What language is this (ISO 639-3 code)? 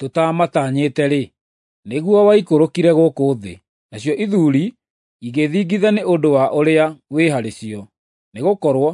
kik